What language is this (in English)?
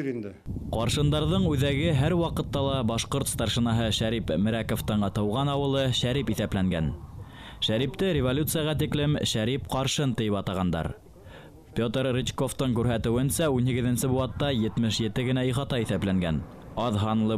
Bashkir